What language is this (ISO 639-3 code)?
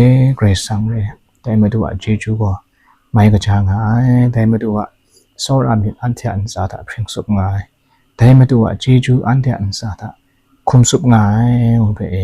kac